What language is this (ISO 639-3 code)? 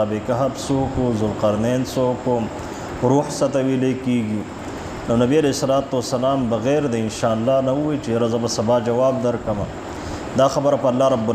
pus